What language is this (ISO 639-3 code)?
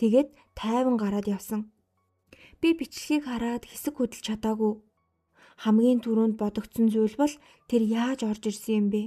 mon